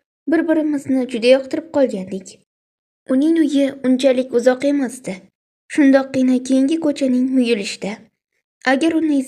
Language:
Uzbek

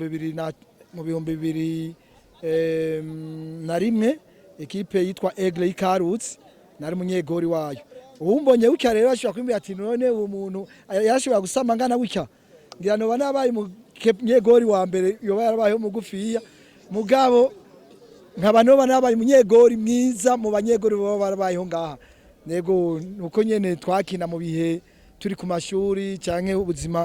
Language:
Rundi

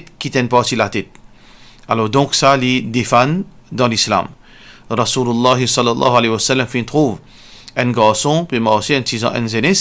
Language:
Morisyen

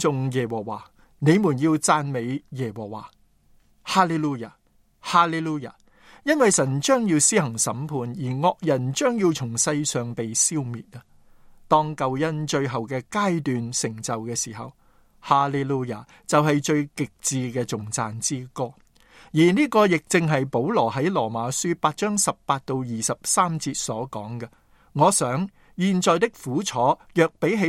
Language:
Cantonese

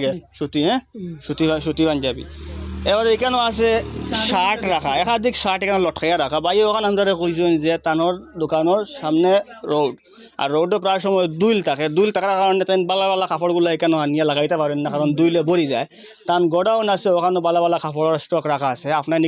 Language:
Sylheti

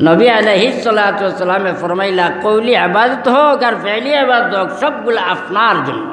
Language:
Sylheti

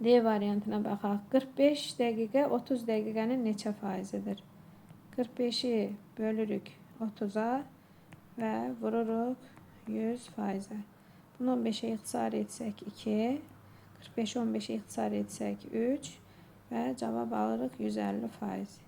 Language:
Azerbaijani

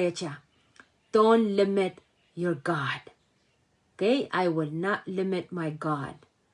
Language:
Pohnpeian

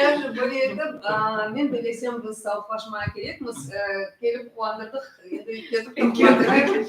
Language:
Crimean Tatar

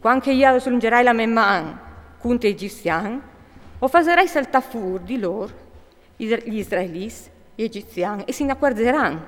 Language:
Friulian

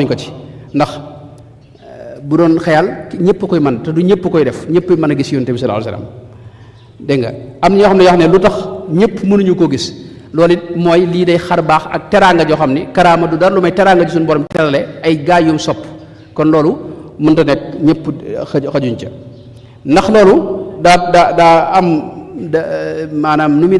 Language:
Wolof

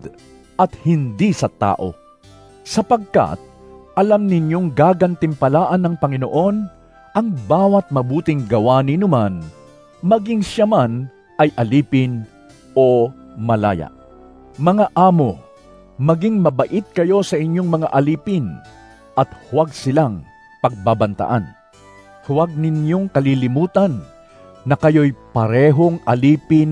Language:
Filipino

